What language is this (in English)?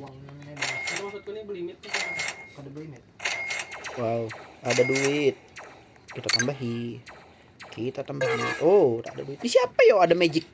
Banjar